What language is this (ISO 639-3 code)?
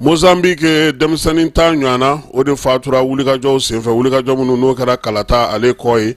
bam